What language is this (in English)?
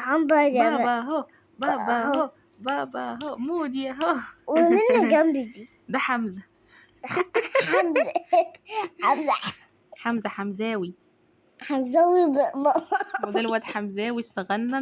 Egyptian Arabic